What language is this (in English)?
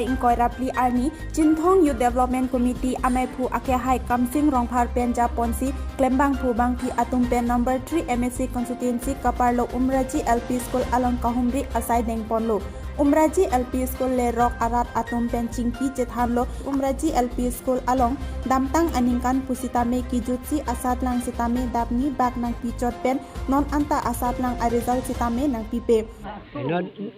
Karbi